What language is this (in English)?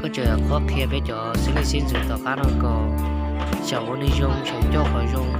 Hmong